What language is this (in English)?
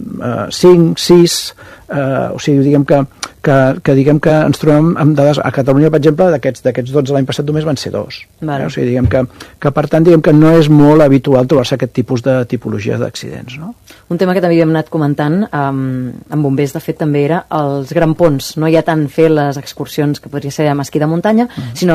Catalan